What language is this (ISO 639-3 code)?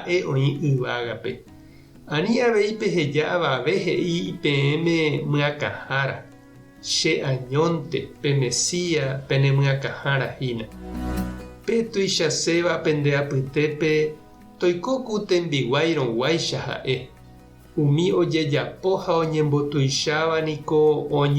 grn